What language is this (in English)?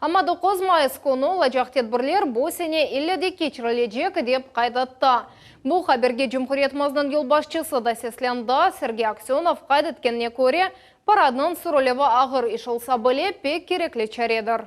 Crimean Tatar